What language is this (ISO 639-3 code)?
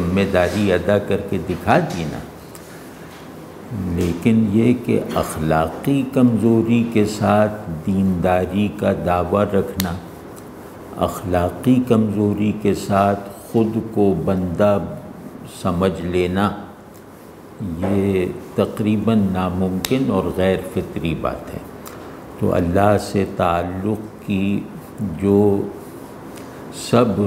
urd